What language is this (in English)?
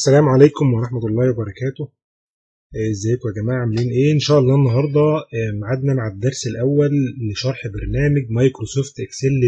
Egyptian Arabic